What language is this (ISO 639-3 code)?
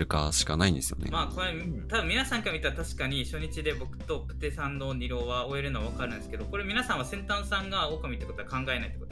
jpn